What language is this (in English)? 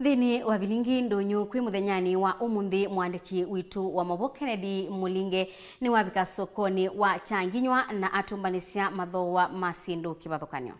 Kamba